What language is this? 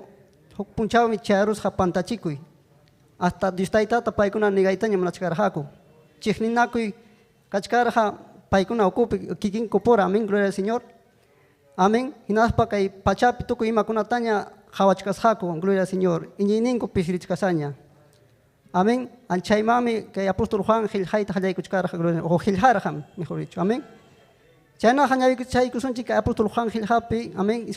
Ayacucho Quechua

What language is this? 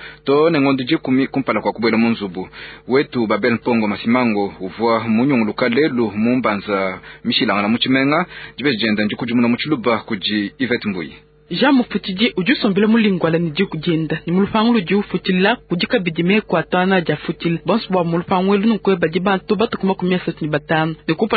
Luba-Lulua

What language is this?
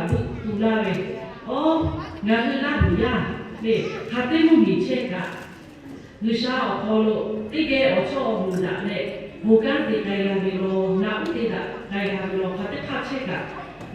Lahu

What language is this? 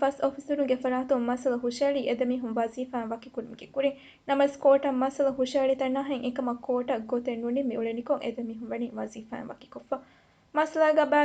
Divehi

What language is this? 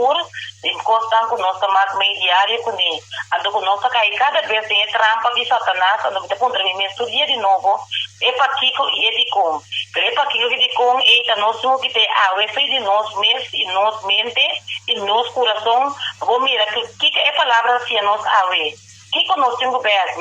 Papiamento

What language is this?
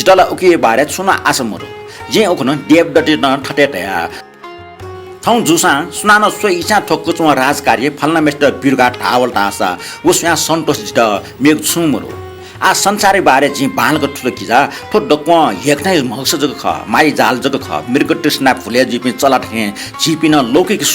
Newari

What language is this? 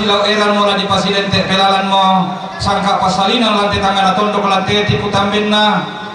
Toraja-Sa'dan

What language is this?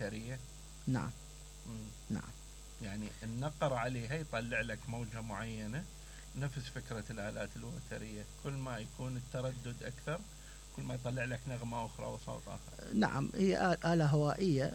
Mesopotamian Arabic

